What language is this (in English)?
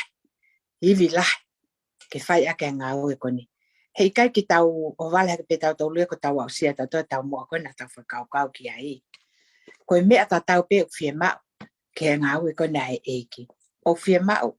Tongan